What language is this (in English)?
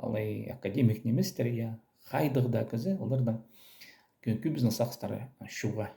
Khakas